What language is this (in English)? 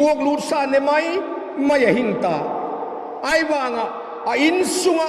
Vaiphei